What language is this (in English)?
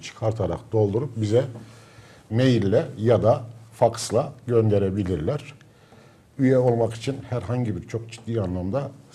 Turkish